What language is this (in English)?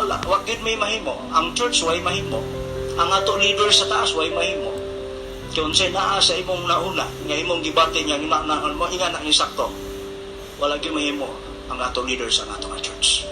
Cebuano